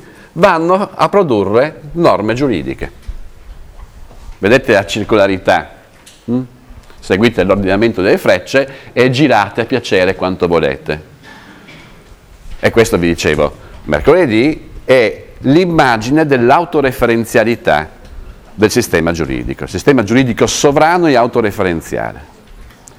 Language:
Italian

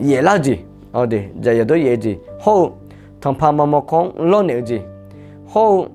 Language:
Akha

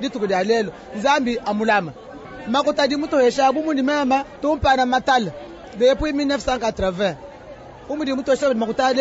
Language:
Luba-Lulua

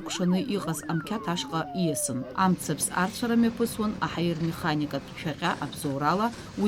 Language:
Abkhazian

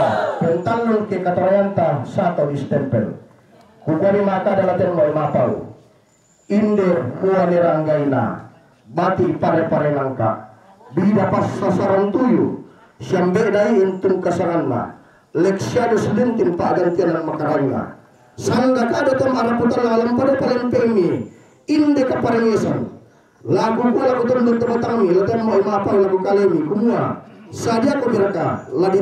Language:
Toraja-Sa'dan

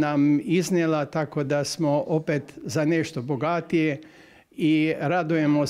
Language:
Croatian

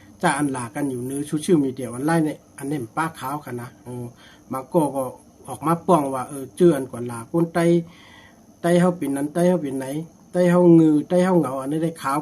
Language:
Shan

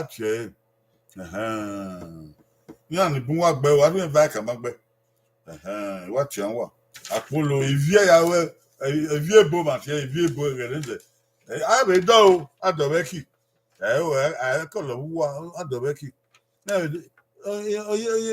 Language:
Bini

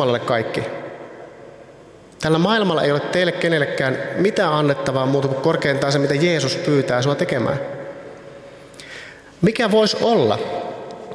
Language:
Finnish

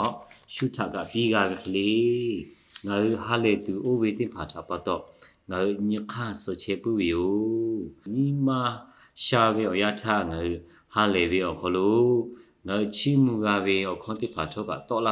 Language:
Lahu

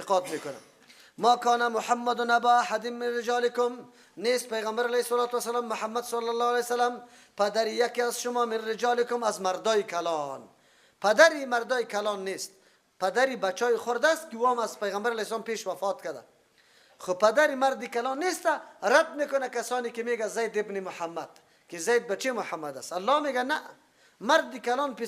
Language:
Persian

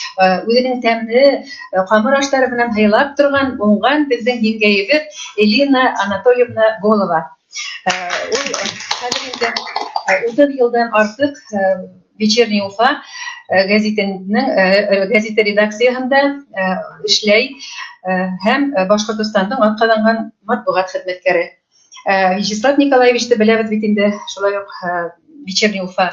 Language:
Bashkir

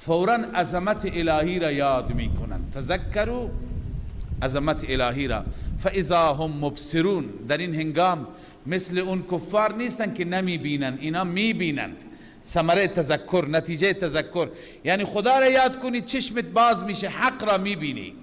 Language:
Persian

